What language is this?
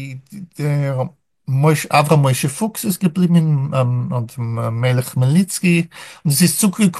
Yiddish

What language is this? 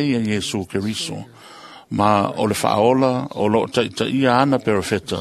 Samoan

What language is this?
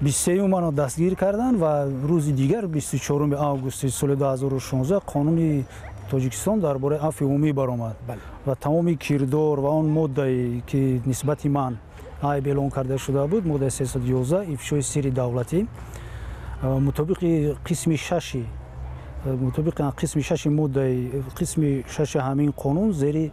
Tajik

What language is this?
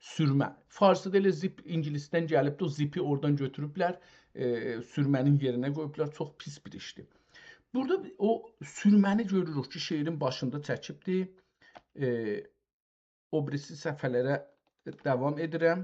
South Azerbaijani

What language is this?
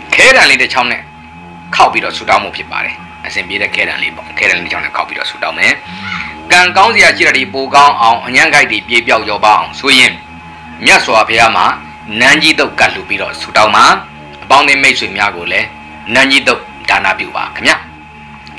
Burmese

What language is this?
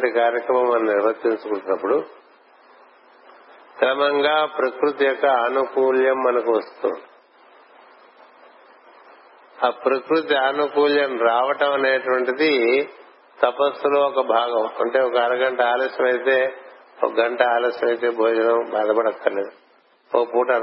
Telugu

